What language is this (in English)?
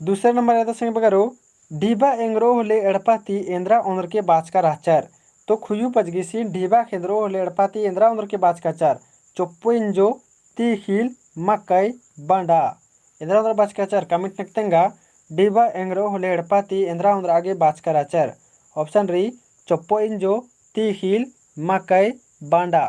Kurukh